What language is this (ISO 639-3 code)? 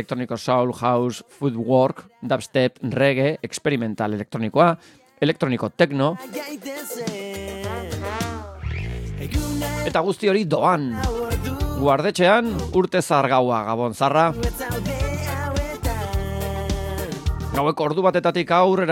eus